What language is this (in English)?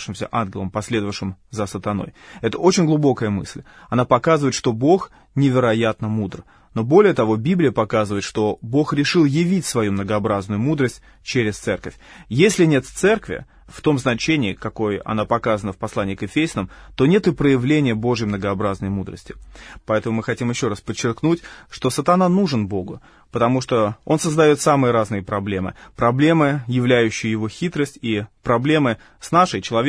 Russian